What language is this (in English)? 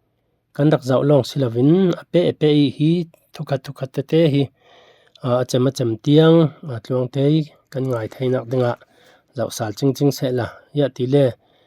Falam Chin